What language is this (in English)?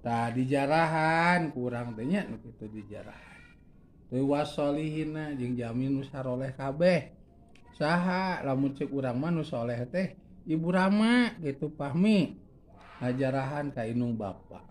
Sundanese